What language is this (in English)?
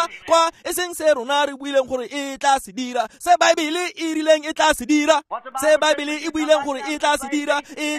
Tswana